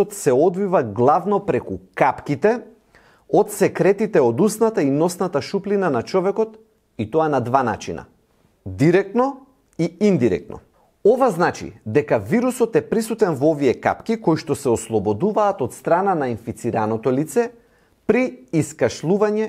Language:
Macedonian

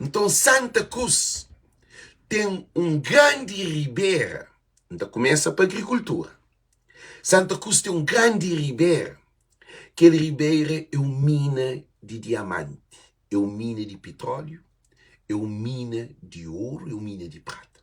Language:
Kabuverdianu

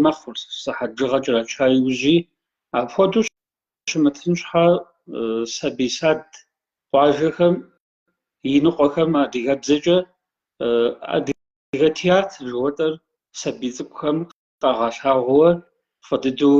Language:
Kabardian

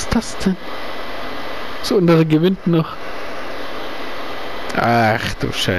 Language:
German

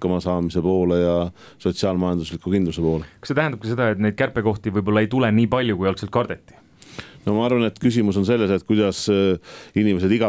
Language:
Estonian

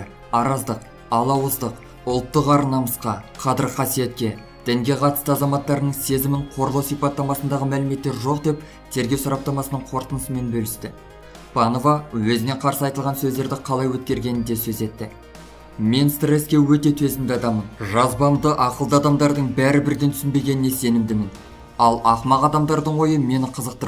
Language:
Kazakh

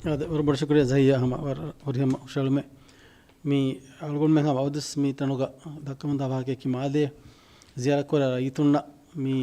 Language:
Divehi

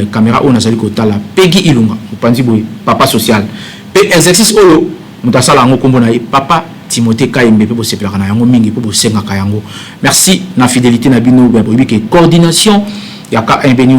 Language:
Lingala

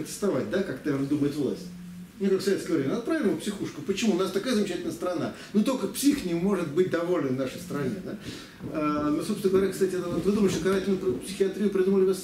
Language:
Russian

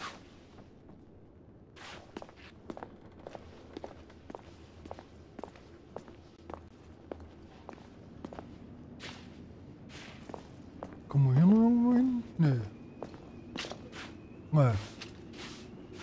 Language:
German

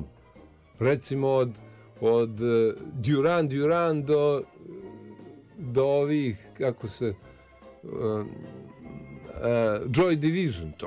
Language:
Bosnian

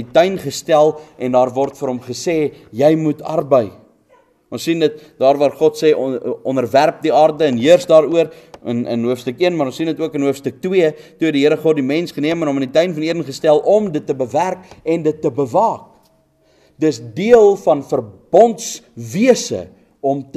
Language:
Afrikaans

